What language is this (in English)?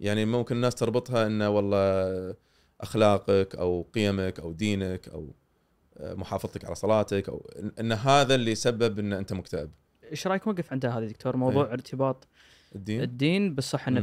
Gulf Arabic